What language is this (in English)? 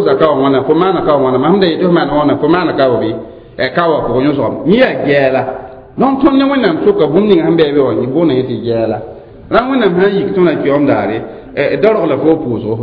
Mossi